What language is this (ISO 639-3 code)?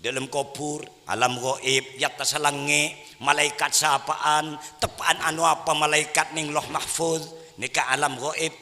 mad